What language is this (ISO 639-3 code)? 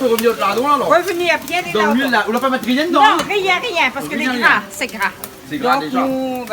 rcf